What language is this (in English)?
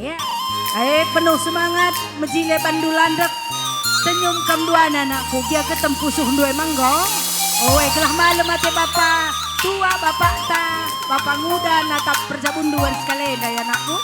Batak Karo